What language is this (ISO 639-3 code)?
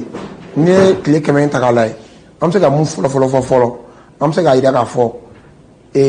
bam